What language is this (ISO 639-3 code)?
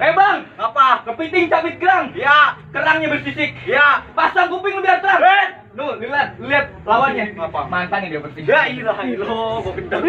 bew